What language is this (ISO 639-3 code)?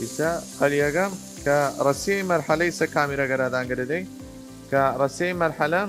sdh